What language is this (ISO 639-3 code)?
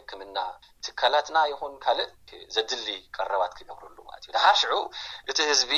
tir